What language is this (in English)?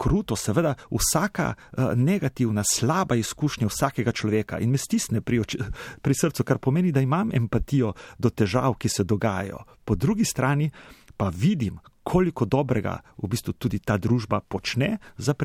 Slovenian